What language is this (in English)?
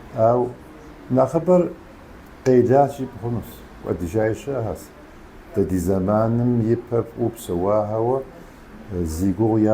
Kabardian